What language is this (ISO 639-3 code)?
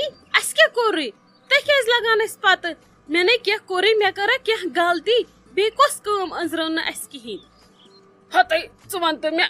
kas